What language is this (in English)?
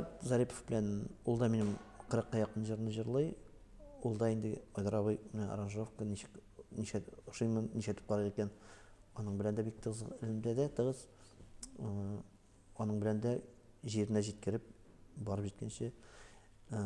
Tatar